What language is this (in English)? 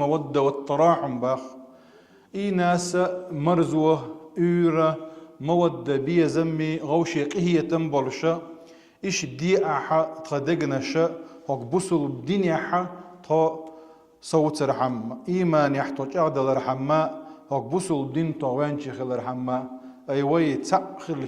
Chechen